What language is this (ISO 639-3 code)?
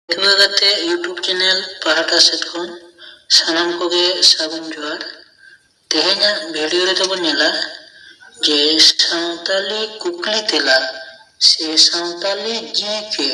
sat